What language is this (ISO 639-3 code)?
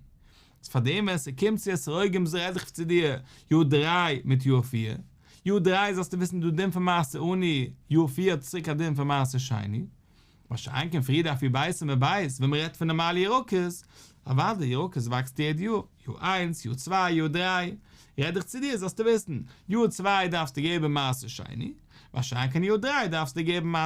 yid